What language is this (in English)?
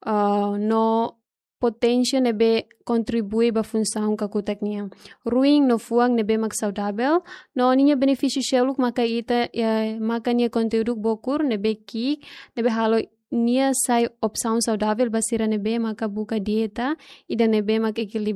Tetum